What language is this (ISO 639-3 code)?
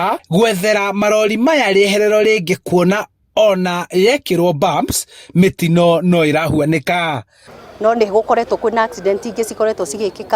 kik